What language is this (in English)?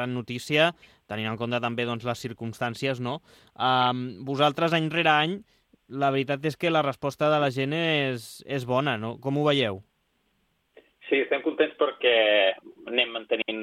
Catalan